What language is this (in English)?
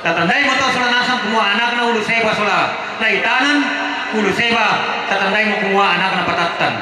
Toraja-Sa'dan